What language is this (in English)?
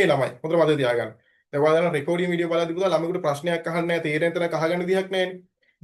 Sinhala